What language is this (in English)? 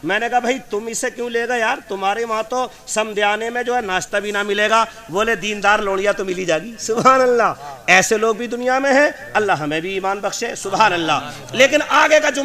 Urdu